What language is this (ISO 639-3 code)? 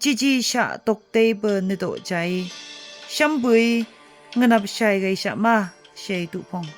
nph